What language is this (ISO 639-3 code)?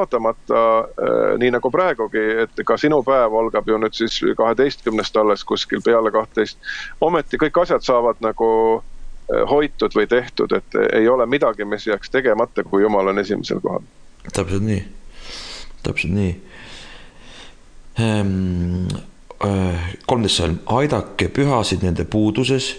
est